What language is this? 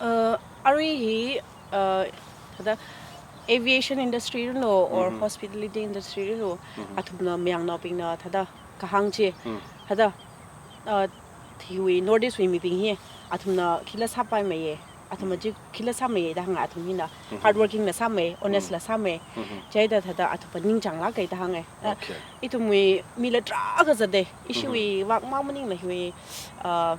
Tangkhul Naga (India)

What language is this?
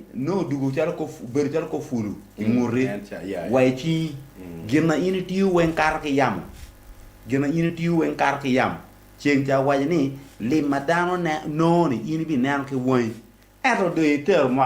Acoli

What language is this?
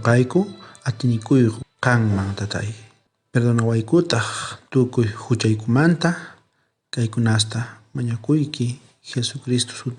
South Bolivian Quechua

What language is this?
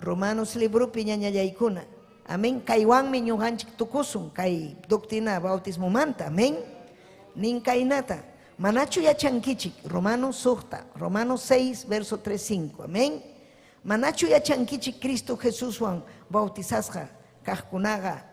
Ayacucho Quechua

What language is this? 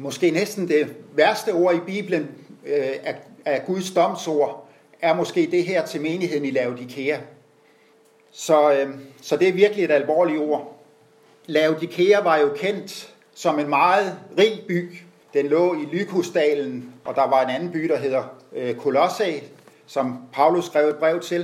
Danish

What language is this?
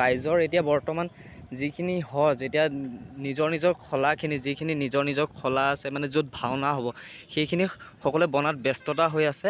Assamese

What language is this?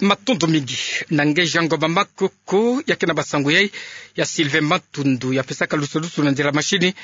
Kituba (Democratic Republic of Congo)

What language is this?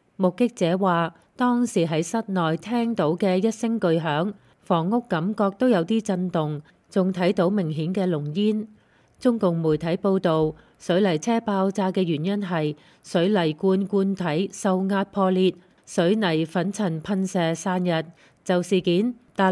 Cantonese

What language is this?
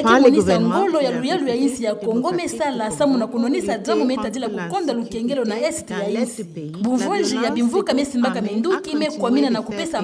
Kituba (Democratic Republic of Congo)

